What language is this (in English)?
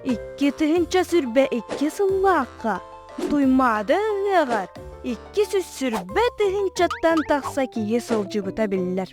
Yakut